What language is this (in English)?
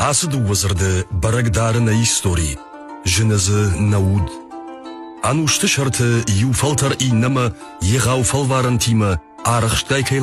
Ossetic